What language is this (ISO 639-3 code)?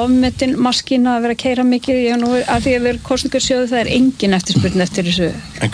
isl